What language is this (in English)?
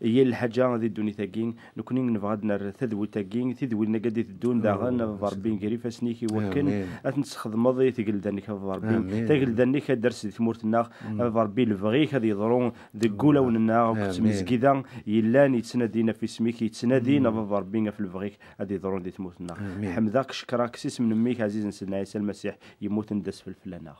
Kabyle